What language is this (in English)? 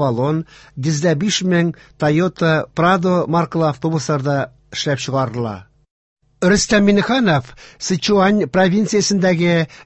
Tatar